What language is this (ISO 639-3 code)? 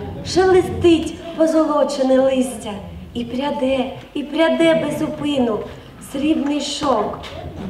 ukr